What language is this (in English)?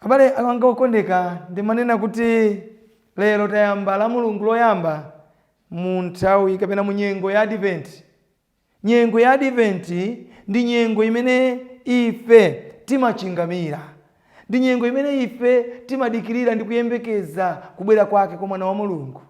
Nyanja